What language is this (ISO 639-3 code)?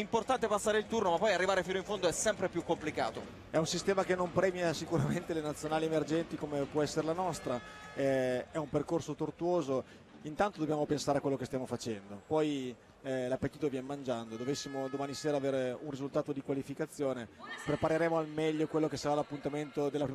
ita